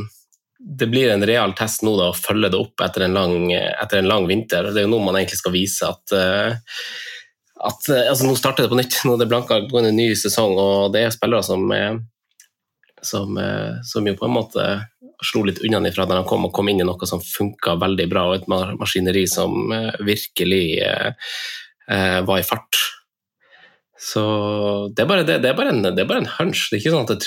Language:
Norwegian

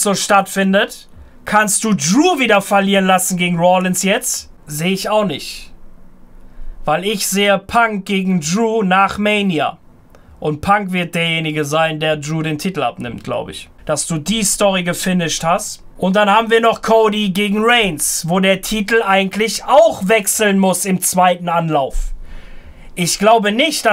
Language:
German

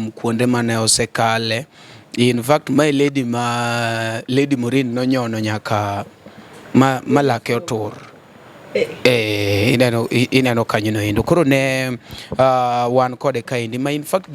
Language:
Luo (Kenya and Tanzania)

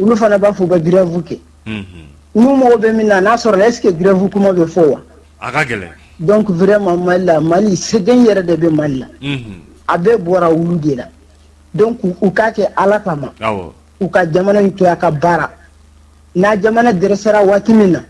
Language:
Bambara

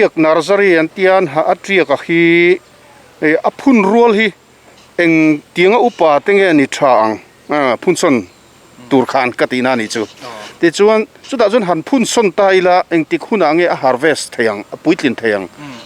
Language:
Mizo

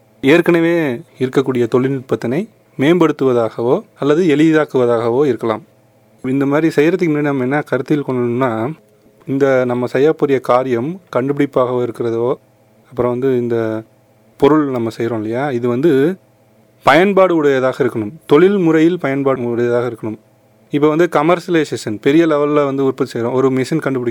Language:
Tamil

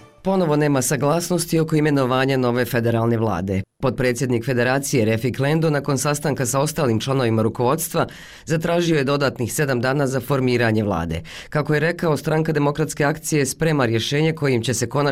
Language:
Bosnian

